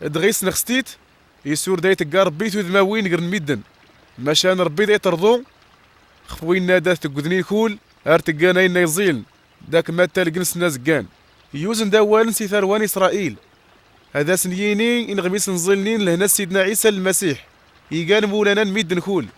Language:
Kabyle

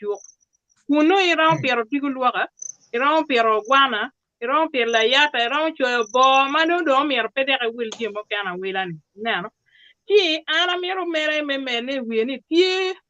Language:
Acoli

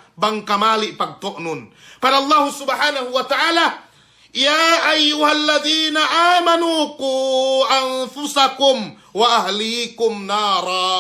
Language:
Yakan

